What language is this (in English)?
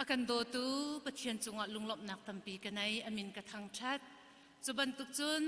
Hakha Chin